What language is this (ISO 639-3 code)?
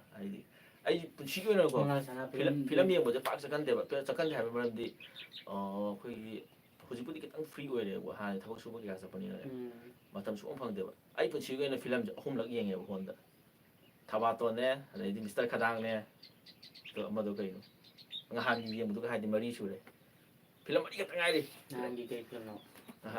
mni